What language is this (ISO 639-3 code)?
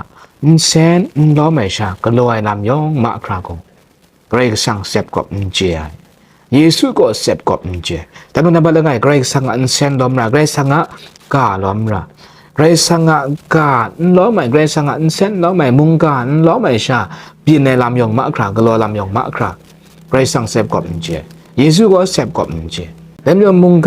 kac